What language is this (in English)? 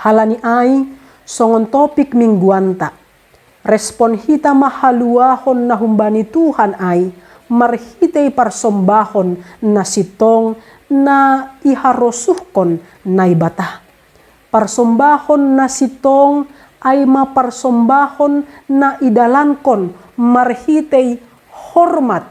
Batak Simalungun